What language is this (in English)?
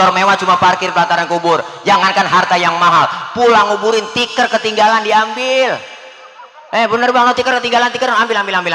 Betawi